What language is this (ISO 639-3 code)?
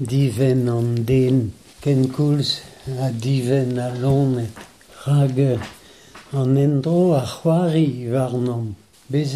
bre